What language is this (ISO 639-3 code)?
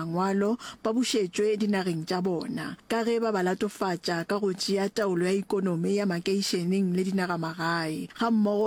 nso